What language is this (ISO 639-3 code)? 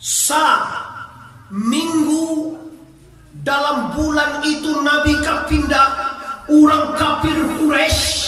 min